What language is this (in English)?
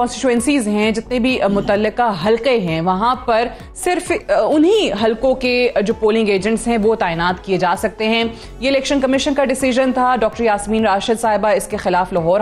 Urdu